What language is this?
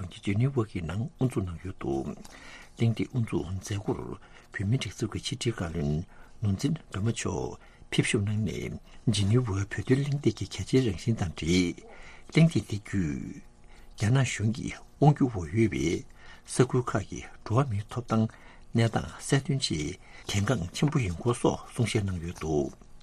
Tibetan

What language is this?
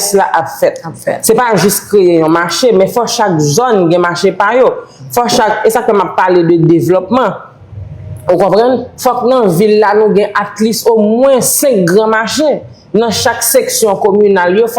Haitian Creole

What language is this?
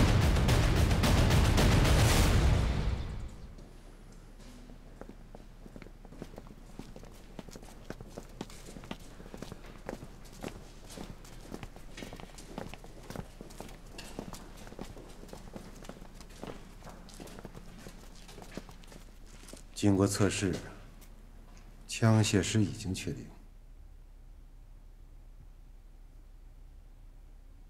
Chinese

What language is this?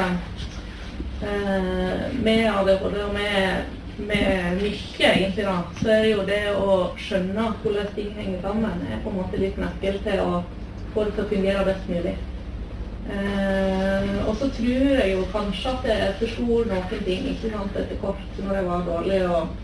Norwegian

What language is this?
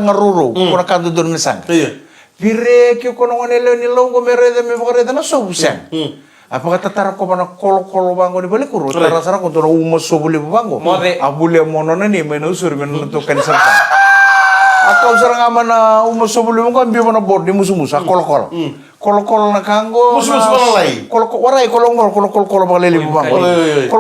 Fijian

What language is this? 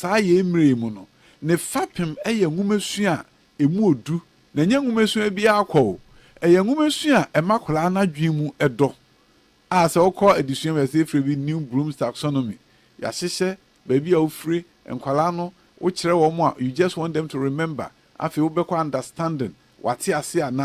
Akan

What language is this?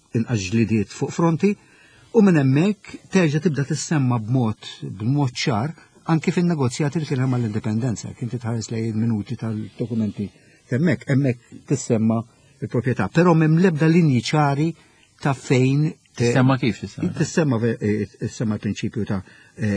Maltese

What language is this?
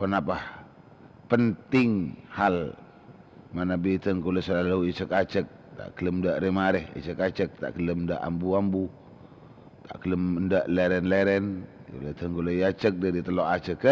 Madurese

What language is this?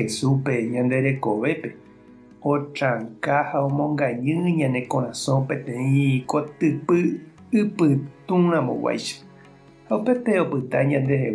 Guarani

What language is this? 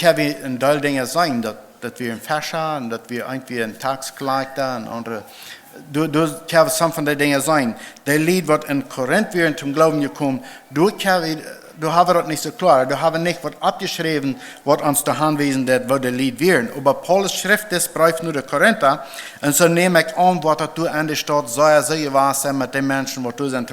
Plautdietsch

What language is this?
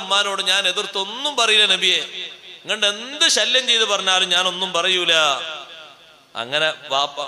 Malayalam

